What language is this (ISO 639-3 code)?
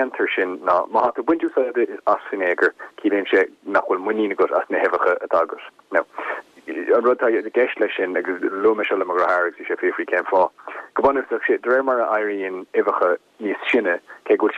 gle